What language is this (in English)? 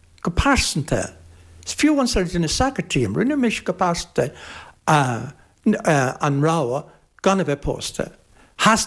Irish